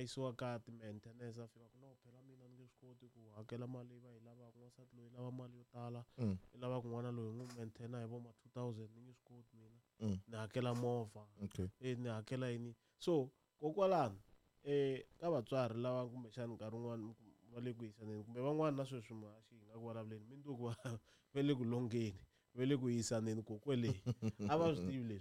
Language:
Tsonga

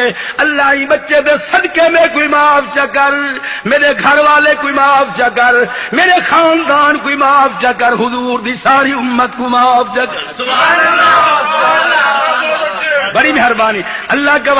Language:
Saraiki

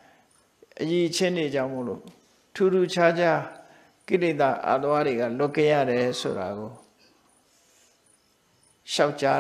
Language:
Burmese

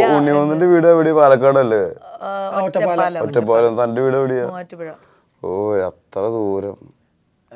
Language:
Malayalam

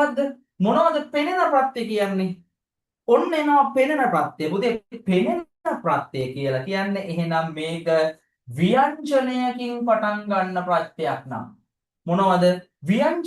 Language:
Sinhala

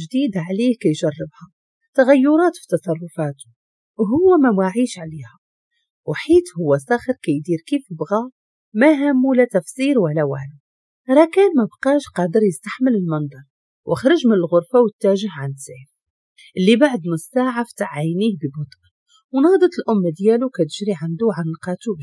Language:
Moroccan Arabic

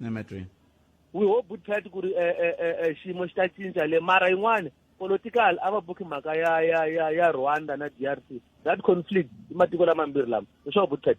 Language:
Tsonga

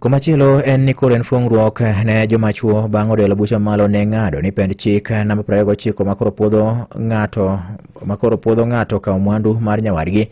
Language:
Luo (Kenya and Tanzania)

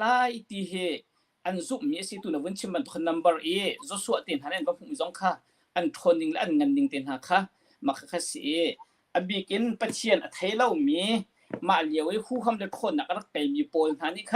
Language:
Hakha Chin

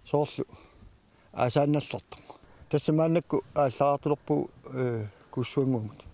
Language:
Kalaallisut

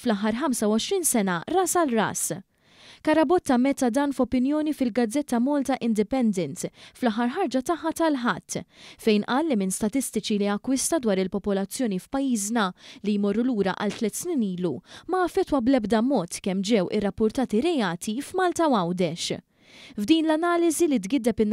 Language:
Maltese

